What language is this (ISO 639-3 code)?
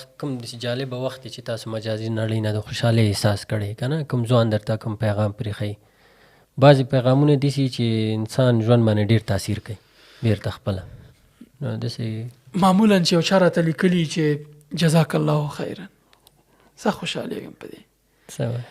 pus